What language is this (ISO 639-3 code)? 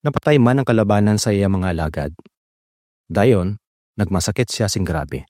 hil